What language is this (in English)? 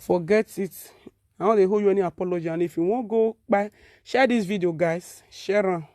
Nigerian Pidgin